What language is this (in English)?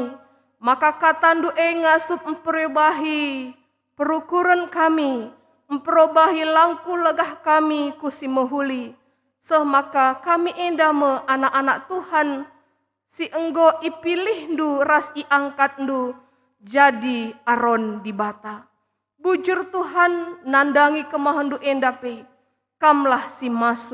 Batak Karo